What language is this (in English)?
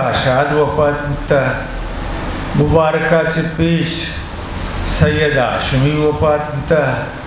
Eastern Balochi